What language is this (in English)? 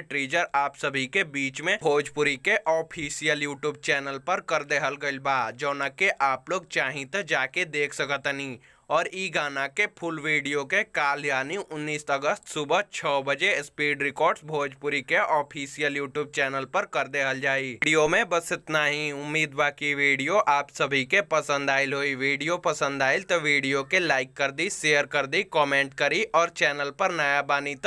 Bhojpuri